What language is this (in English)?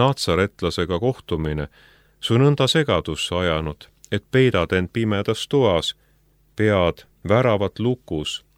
Estonian